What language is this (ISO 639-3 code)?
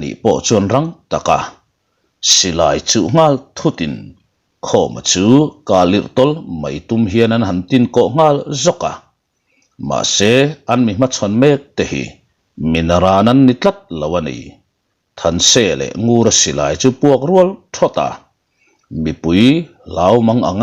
lus